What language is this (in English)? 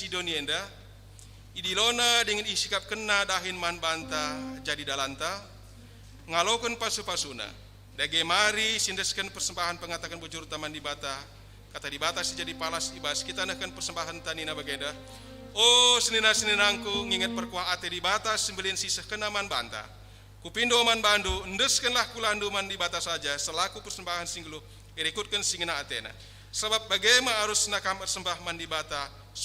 Batak Karo